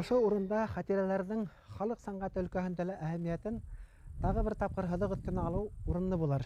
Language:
Bashkir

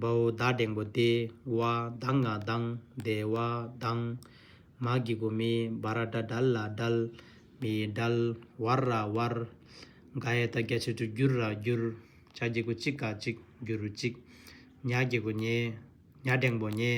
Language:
Tibetan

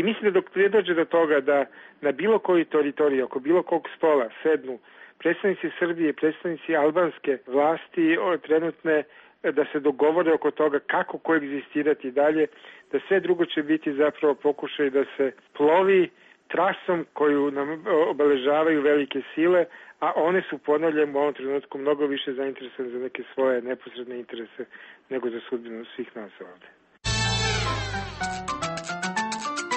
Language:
Serbian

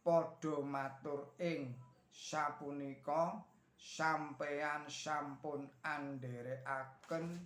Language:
Javanese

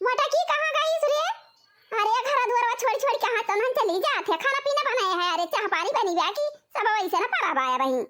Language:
Awadhi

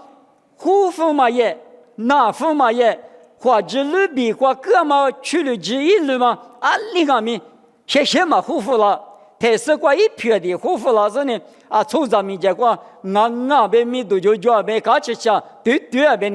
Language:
Lisu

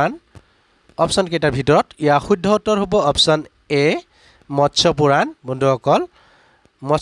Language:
Assamese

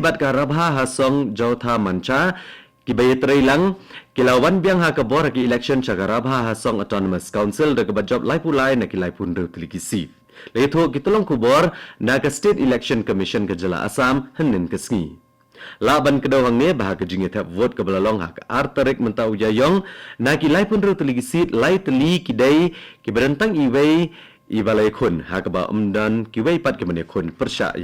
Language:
Khasi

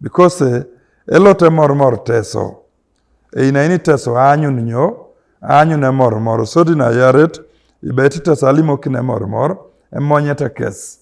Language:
Teso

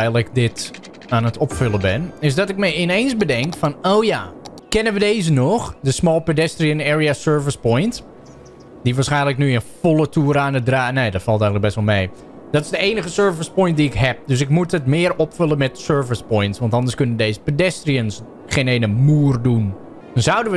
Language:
Dutch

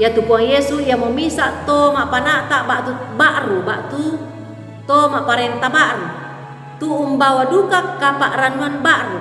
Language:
Toraja-Sa'dan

